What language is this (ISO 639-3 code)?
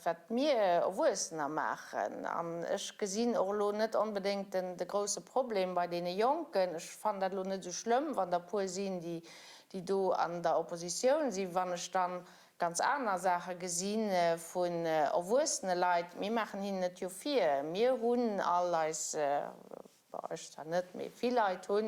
ltz